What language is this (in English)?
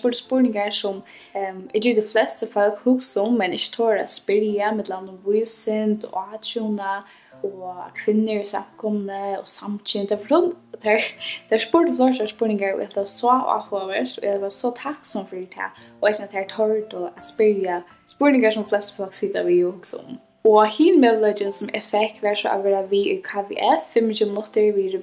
Faroese